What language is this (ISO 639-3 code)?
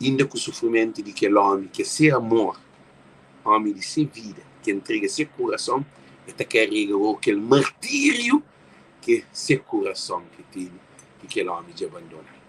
kea